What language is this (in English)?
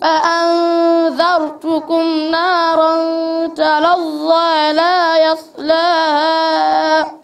Fula